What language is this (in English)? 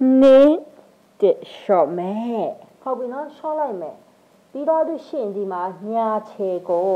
Burmese